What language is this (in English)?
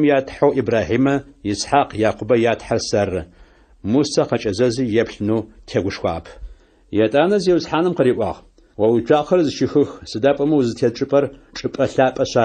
Adyghe